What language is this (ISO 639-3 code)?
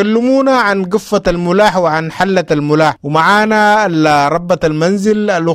apd